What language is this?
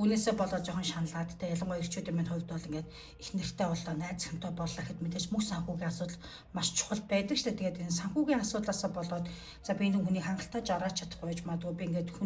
Mongolian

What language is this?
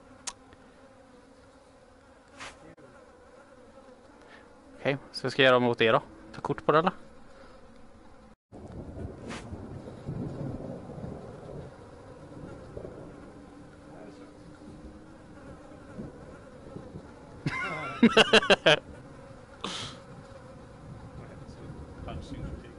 Swedish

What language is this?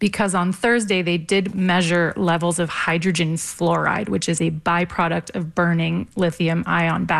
English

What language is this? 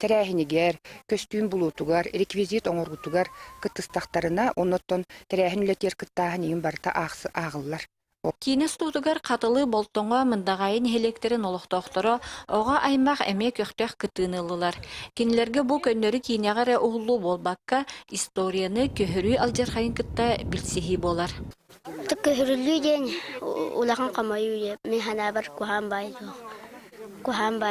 Yakut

